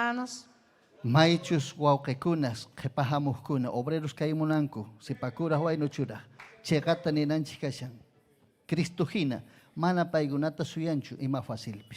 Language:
Ayacucho Quechua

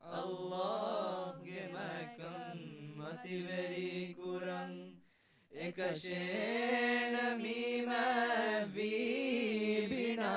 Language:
Divehi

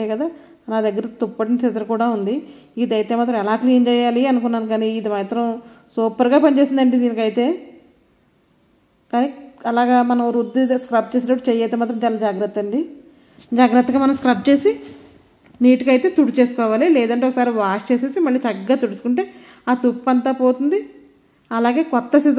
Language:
Telugu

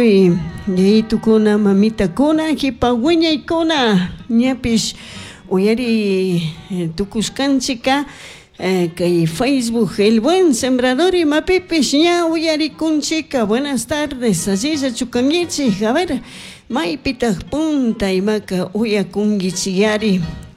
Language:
Chimborazo Highland Quichua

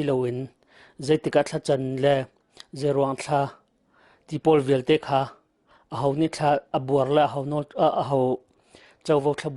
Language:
Hakha Chin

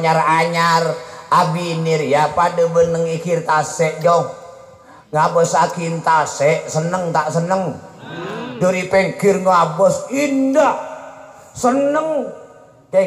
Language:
Madurese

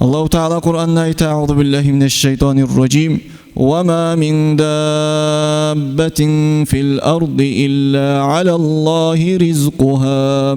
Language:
Kumyk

